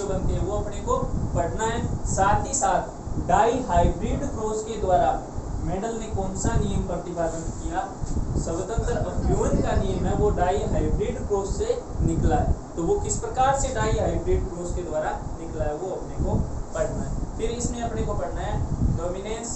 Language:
Hindi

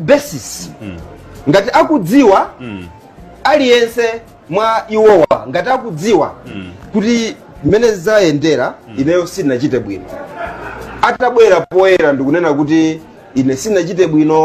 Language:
Nyanja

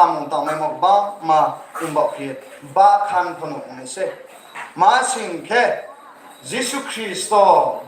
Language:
Riang (India)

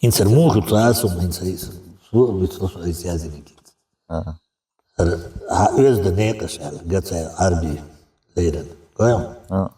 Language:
Chechen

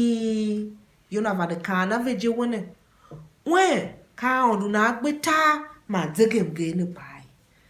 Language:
Tiv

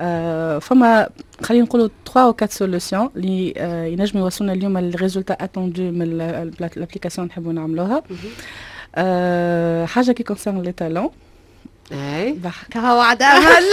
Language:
Tunisian Arabic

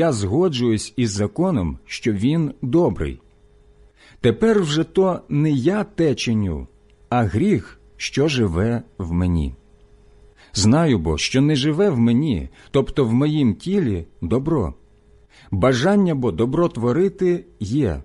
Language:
Ukrainian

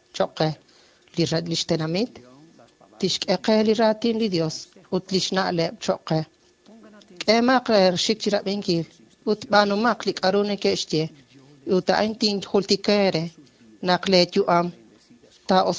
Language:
Kekchí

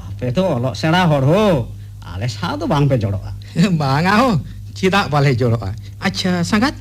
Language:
Santali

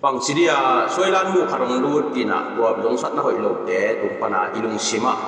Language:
Tedim Chin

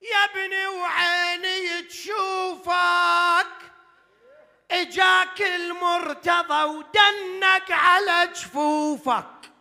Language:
Mesopotamian Arabic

